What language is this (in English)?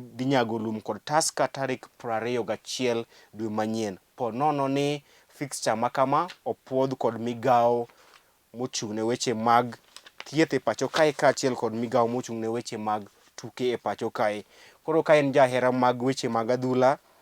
Luo (Kenya and Tanzania)